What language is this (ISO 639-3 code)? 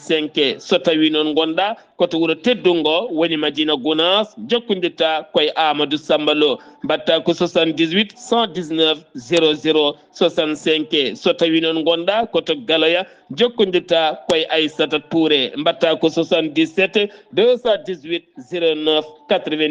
ful